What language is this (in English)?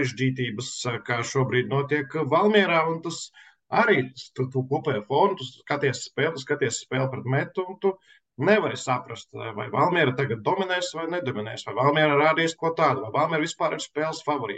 Latvian